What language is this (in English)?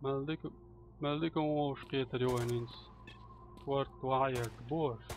Chechen